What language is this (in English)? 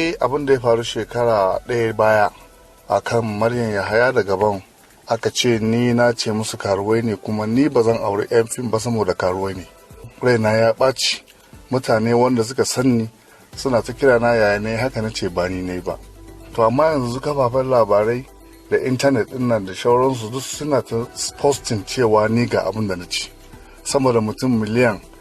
Hausa